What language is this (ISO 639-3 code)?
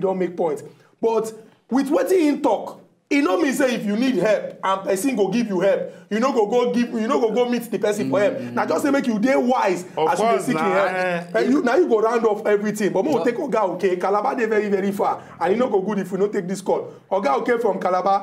pcm